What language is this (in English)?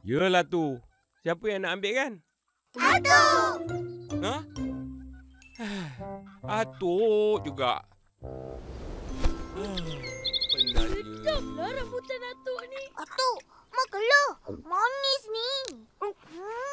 Malay